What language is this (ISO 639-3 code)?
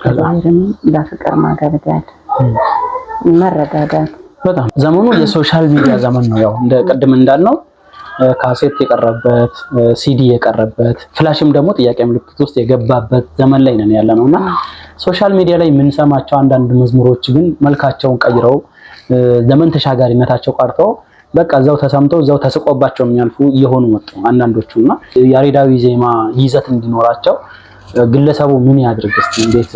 amh